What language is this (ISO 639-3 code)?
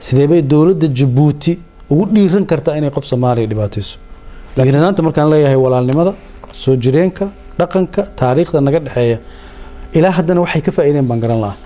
som